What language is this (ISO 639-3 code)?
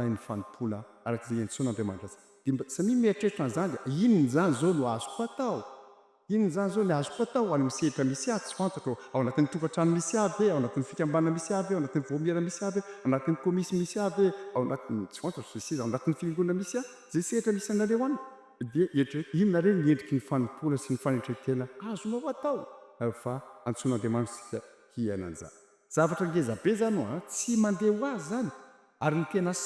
mlg